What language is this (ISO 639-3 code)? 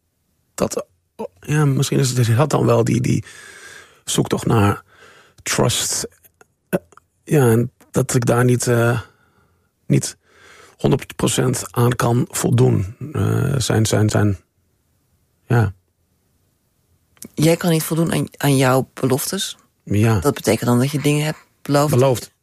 nld